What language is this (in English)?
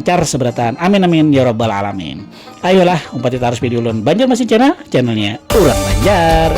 Banjar